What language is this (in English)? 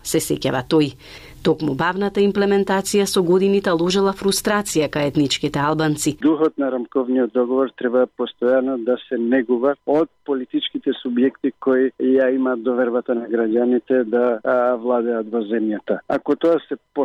Macedonian